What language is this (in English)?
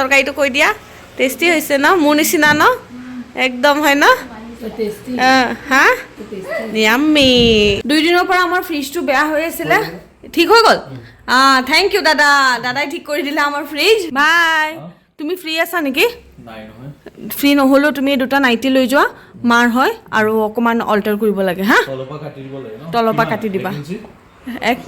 Assamese